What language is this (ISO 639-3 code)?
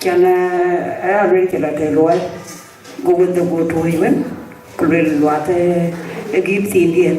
din